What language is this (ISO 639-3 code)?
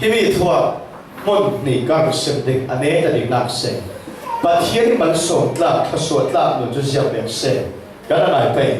cfm